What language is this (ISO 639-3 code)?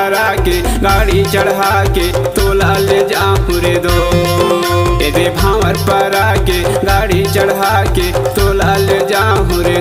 hne